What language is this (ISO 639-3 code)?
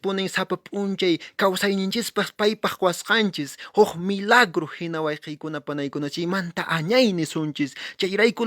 que